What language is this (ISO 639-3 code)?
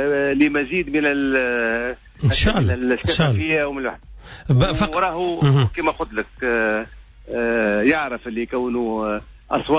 aeb